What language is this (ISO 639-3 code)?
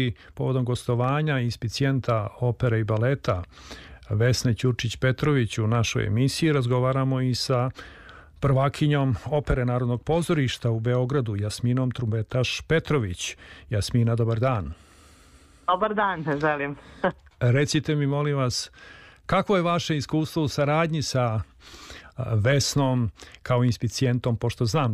srp